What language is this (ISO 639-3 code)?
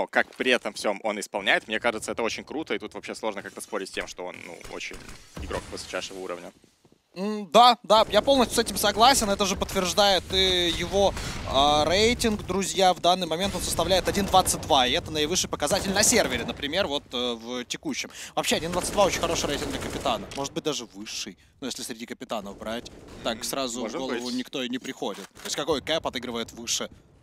rus